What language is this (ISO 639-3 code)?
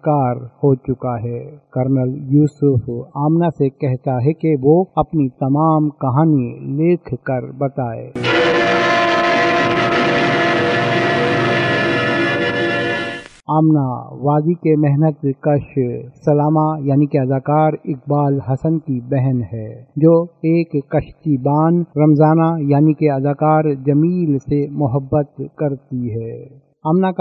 urd